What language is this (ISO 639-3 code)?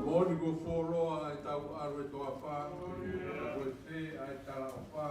ton